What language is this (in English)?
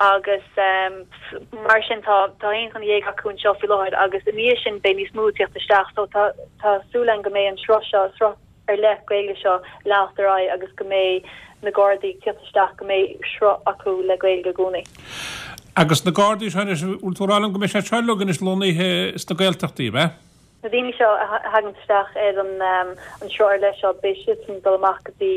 Irish